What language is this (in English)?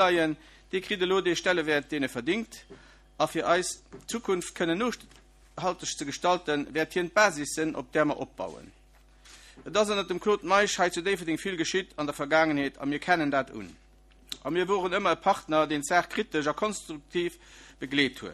Luxembourgish